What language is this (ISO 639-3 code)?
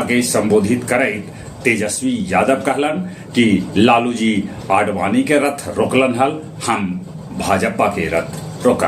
mag